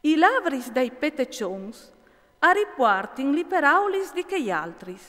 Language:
Friulian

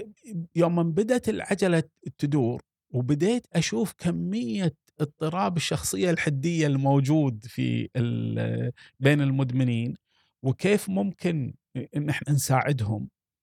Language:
Gulf Arabic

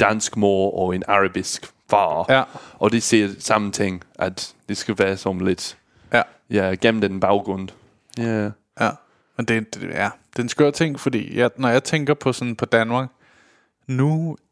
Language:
Danish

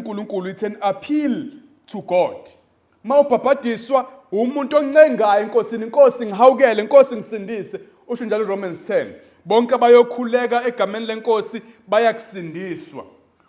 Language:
Zulu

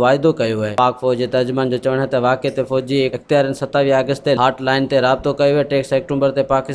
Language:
Sindhi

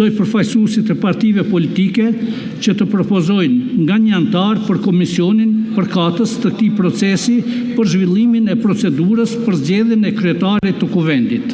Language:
Albanian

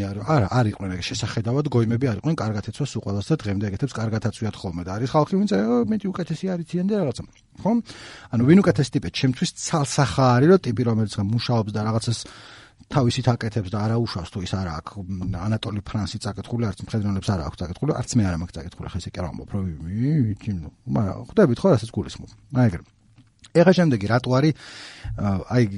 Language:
Georgian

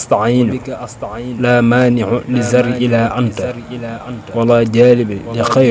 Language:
Wolof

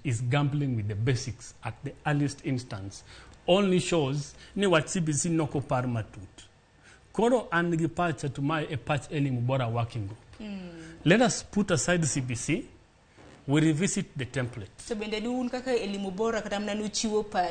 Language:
Luo (Kenya and Tanzania)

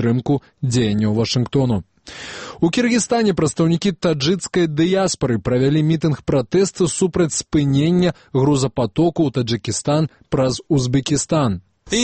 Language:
Belarusian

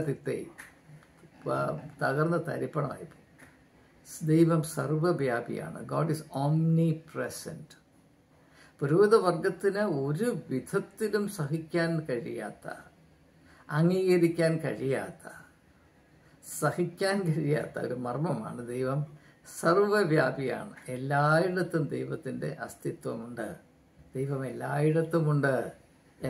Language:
Malayalam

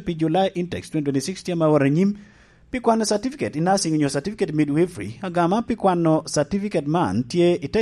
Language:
Lango (Uganda)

